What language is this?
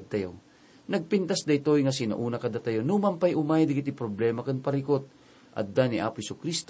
Iloko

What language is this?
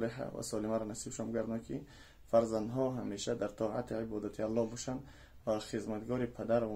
Tajik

